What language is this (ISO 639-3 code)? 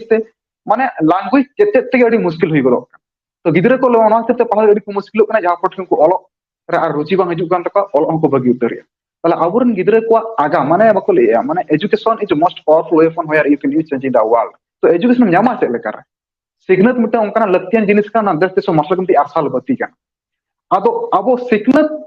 sat